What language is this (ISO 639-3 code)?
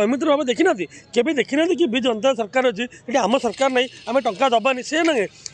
ori